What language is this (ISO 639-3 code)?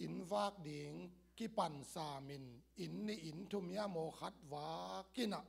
ctd